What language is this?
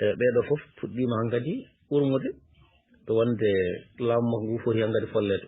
Fula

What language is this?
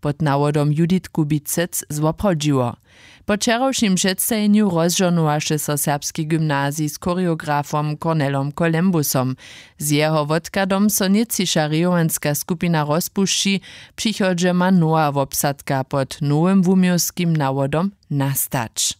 Upper Sorbian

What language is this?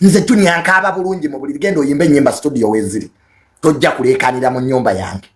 Ganda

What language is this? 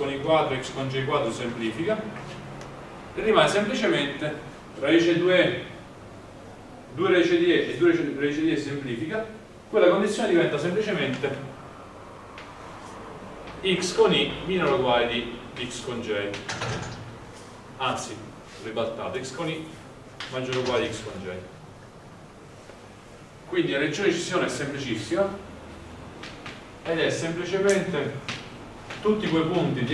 Italian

